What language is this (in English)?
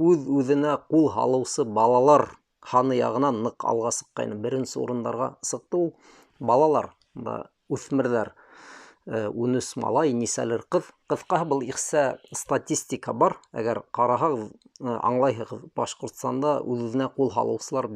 Bashkir